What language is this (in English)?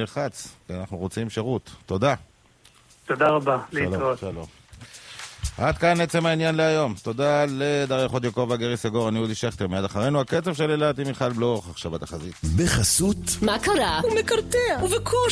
Hebrew